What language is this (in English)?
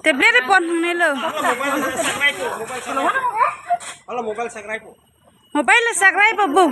Karbi